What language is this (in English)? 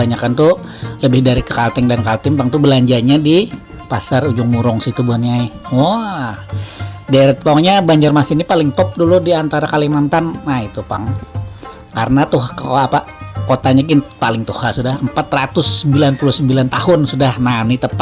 Banjar